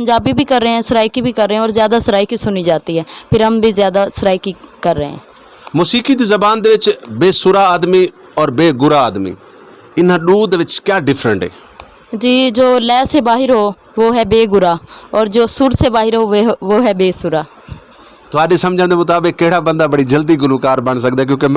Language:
Western Panjabi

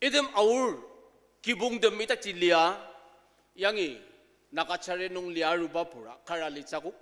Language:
Ao Naga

